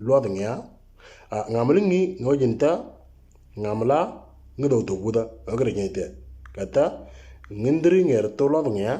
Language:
Moro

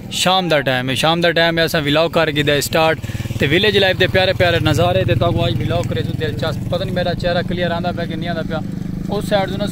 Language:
Saraiki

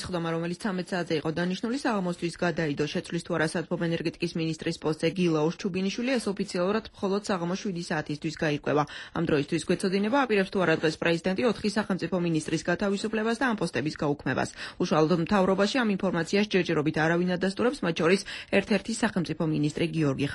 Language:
Georgian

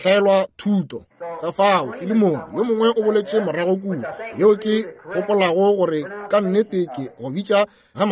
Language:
Northern Sotho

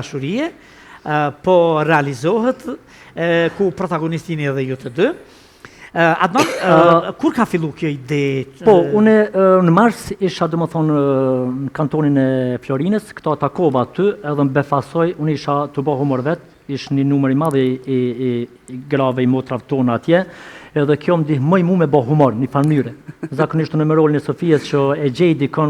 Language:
Albanian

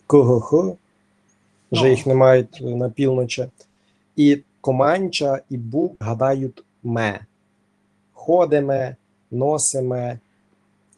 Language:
Rusyn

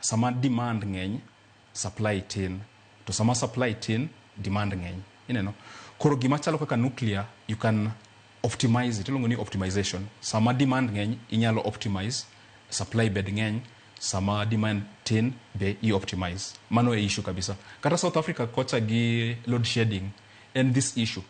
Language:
Luo (Kenya and Tanzania)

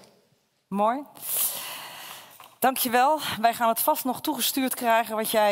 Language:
Dutch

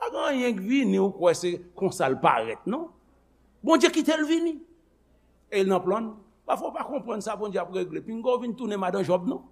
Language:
Haitian Creole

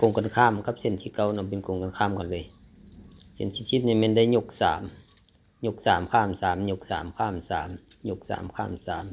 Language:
Lao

